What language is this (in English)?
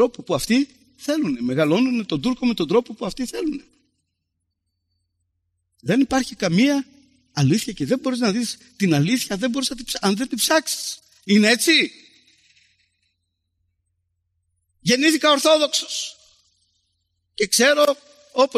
Greek